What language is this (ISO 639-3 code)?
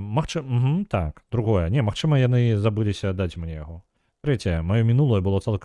bel